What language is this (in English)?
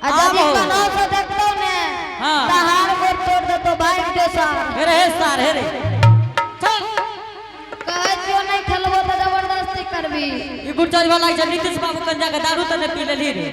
Angika